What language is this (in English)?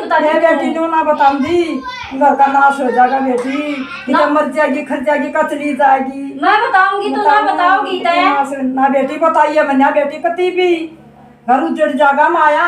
Haryanvi